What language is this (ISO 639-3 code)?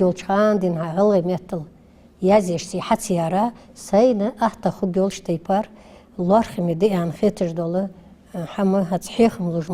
inh